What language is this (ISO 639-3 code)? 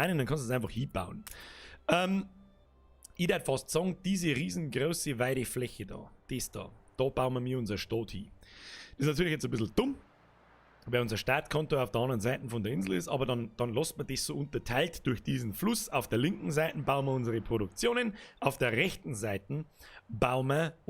bar